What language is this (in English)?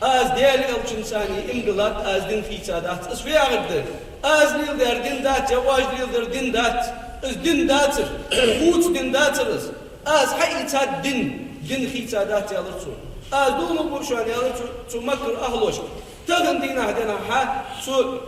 Ingush